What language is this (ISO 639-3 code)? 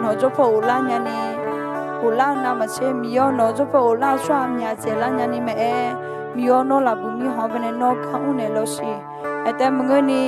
ahk